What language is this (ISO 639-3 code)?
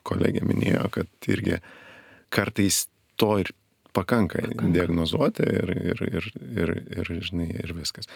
lit